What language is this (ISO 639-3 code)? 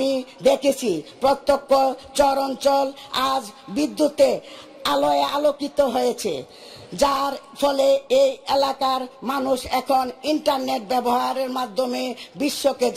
ben